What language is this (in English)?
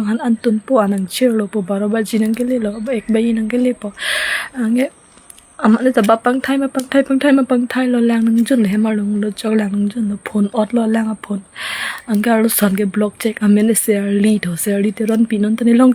Karbi